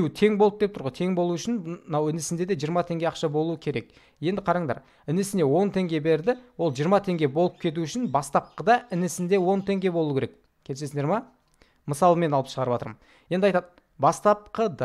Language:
Kazakh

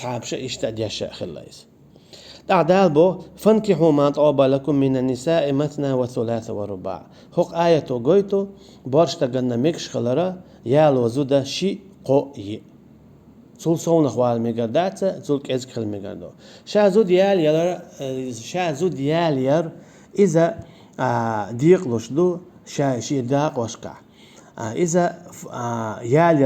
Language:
Chechen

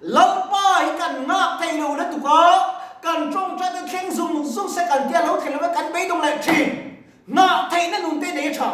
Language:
Mizo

